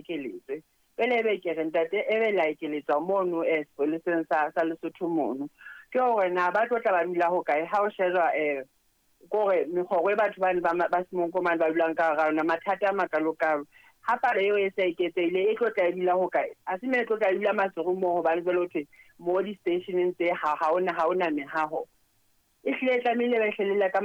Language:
Southern Sotho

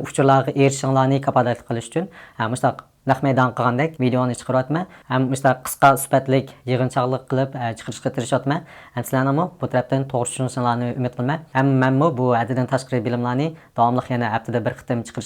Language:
Uyghur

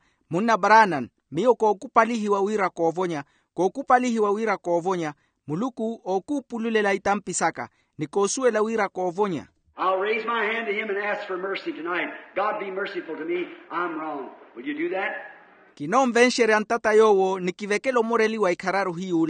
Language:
Makhuwa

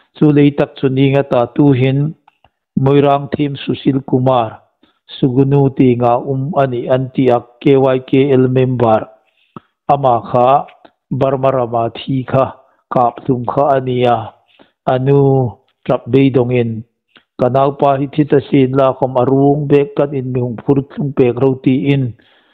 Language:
Hmar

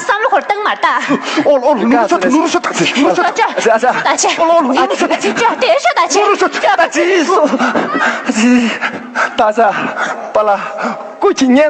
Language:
Tibetan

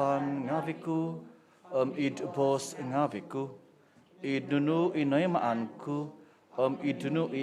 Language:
Central Dusun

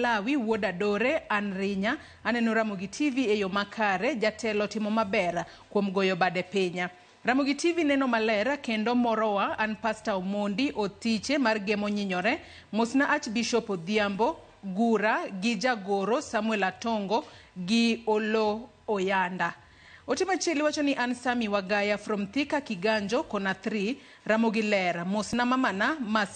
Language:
Luo (Kenya and Tanzania)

